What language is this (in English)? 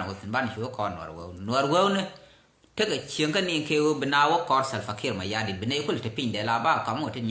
Nuer